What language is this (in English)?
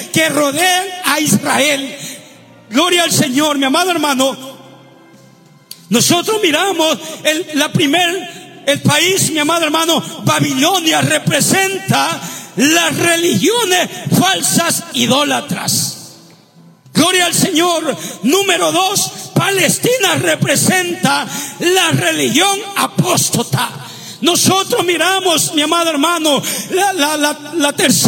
Spanish